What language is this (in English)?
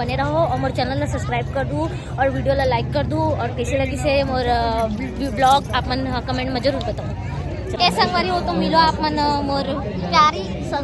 Chhattisgarhi